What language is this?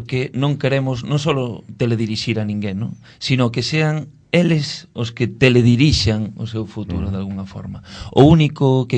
Galician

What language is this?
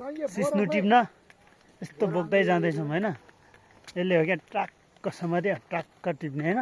Nepali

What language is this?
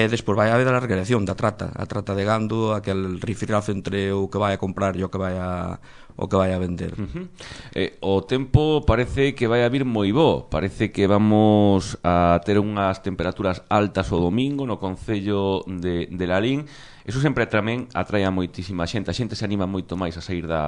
Galician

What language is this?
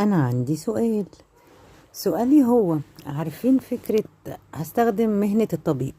Egyptian Arabic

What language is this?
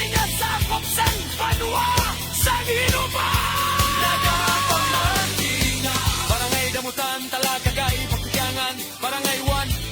Hiligaynon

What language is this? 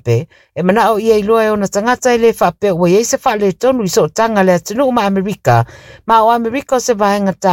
Samoan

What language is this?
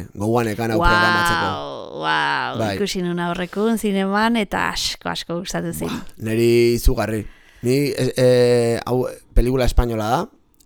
Basque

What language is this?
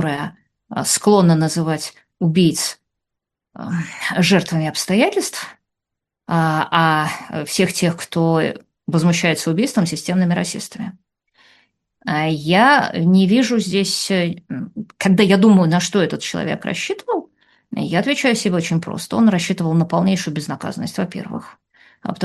Russian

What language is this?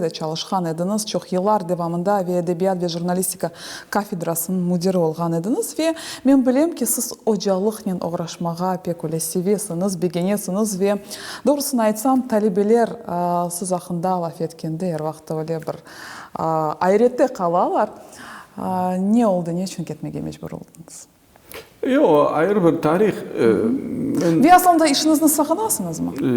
Crimean Tatar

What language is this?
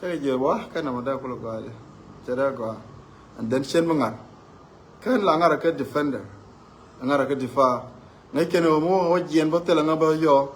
Nuer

